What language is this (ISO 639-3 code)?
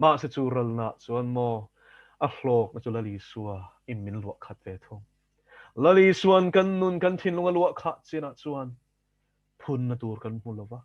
lus